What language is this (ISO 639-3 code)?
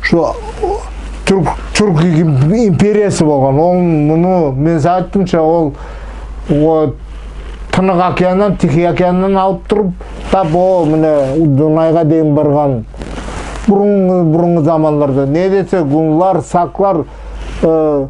nog